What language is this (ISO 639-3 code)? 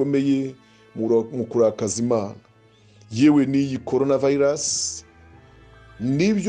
kin